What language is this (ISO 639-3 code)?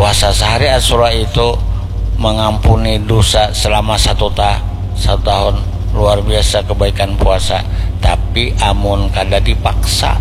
bjn